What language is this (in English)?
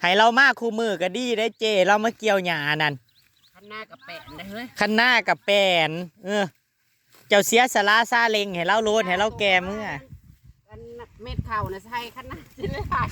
Northeastern Thai